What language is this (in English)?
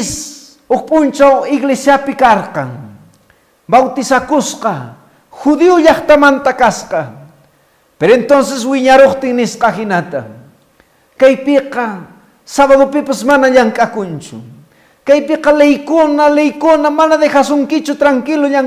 Quechua